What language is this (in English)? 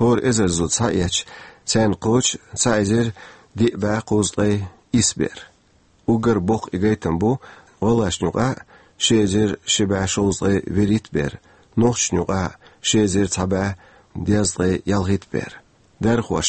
Chechen